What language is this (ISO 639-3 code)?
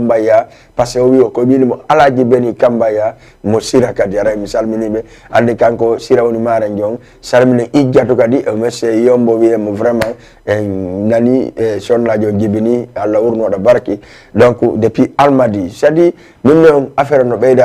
ful